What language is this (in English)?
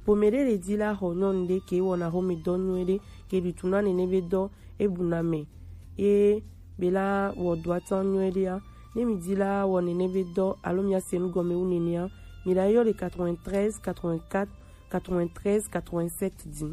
Gen